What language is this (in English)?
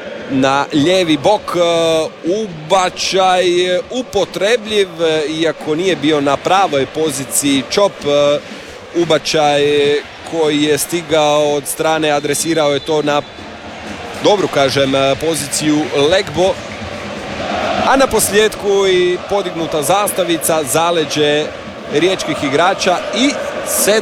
Croatian